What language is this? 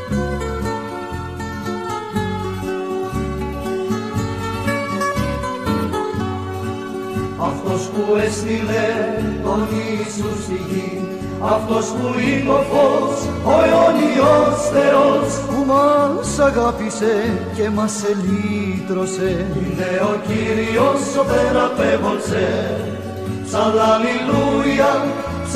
Greek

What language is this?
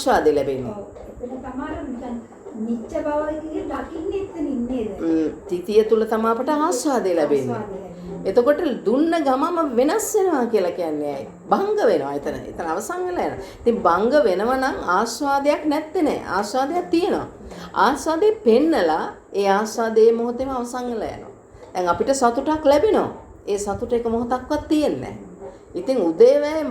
Sinhala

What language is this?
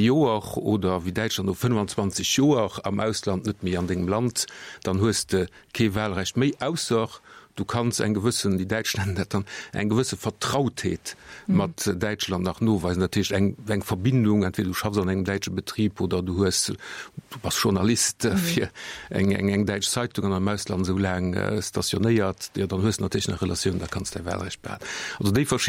Luxembourgish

